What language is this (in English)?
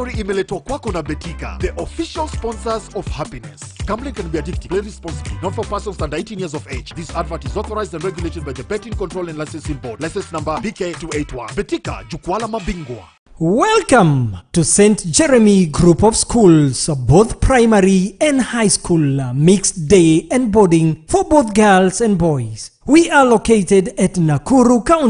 Kikuyu